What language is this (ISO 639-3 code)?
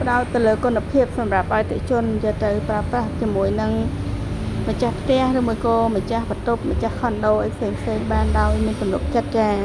khm